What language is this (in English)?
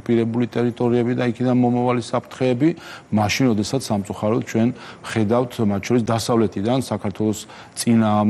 Georgian